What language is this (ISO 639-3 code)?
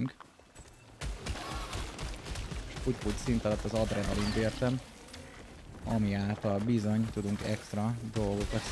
hun